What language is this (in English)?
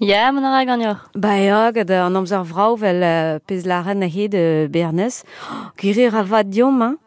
Breton